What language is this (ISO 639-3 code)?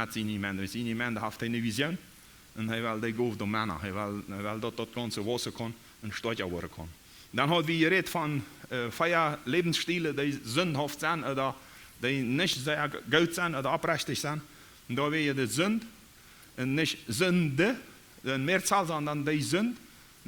pdt